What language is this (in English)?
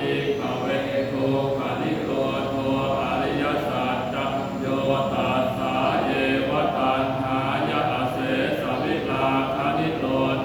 Pali